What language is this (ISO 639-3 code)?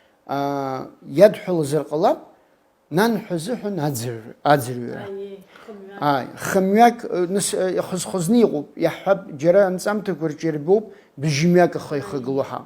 abk